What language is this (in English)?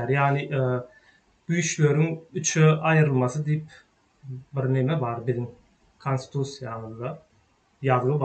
Turkmen